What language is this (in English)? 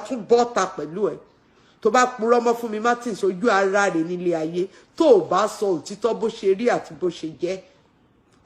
Yoruba